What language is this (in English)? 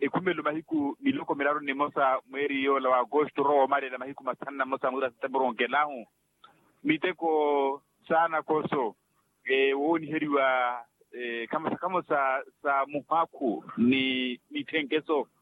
Makhuwa